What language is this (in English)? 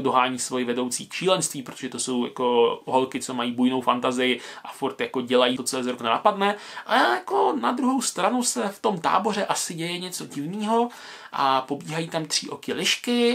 Czech